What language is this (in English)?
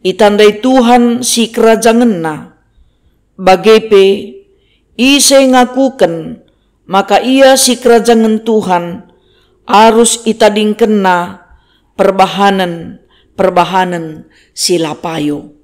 Batak Karo